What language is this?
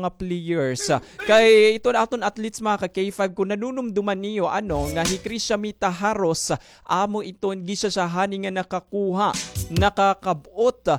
Waray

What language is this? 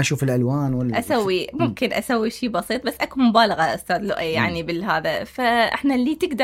Mesopotamian Arabic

